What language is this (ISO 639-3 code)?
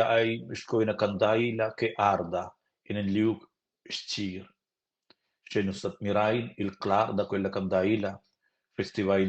roh